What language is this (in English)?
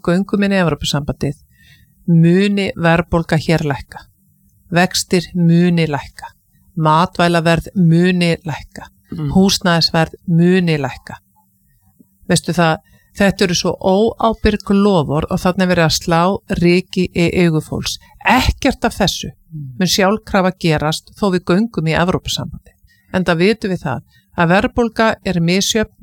Icelandic